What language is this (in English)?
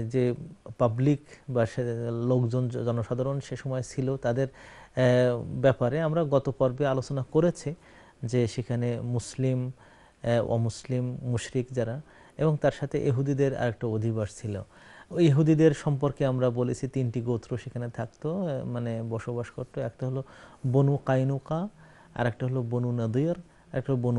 Bangla